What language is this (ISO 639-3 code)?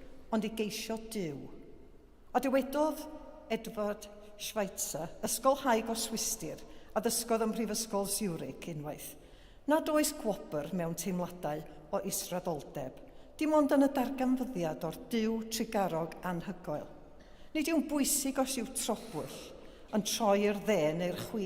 cym